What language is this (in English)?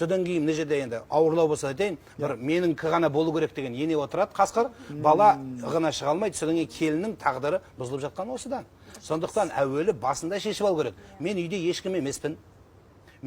Kazakh